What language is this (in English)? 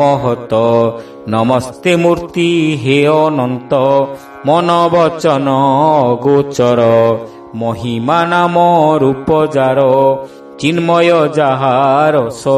Odia